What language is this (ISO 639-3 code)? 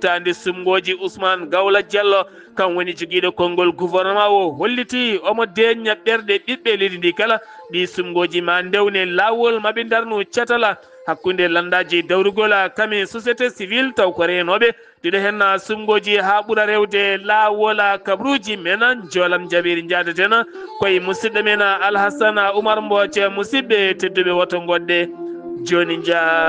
ful